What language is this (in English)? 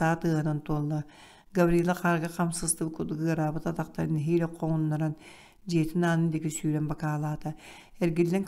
Yakut